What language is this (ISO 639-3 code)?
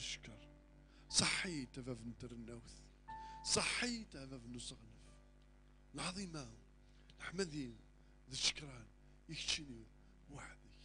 kab